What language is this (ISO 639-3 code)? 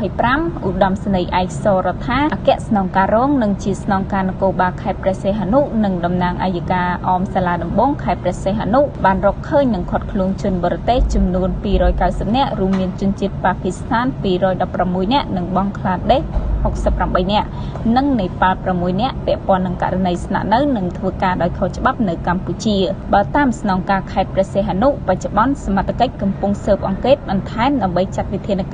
khm